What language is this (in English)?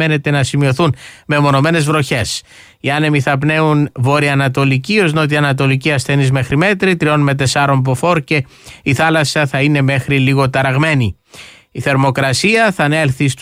Greek